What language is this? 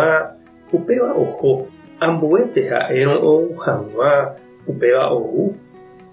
Guarani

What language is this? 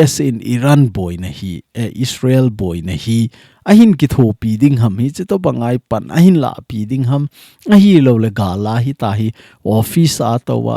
Thado Chin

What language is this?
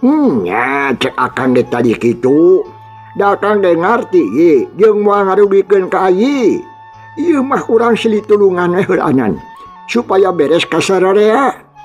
Sundanese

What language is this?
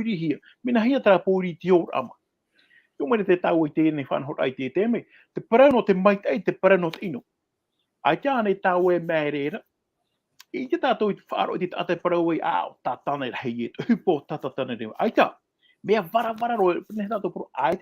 Tahitian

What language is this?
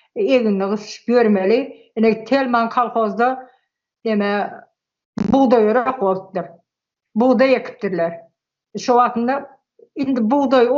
Turkmen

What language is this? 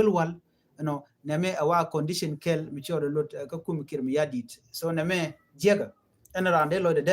Nuer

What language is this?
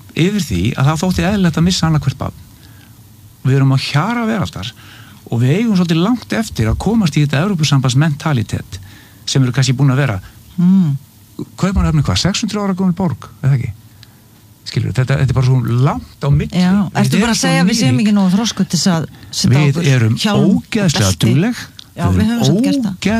Icelandic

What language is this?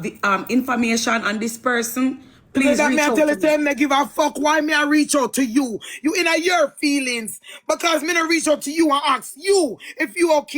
Jamaican Creole English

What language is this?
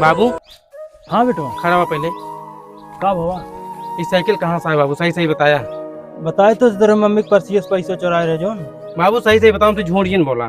Awadhi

